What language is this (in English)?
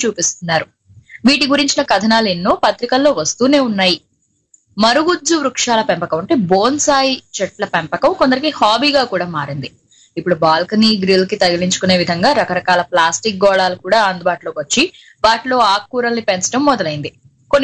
Telugu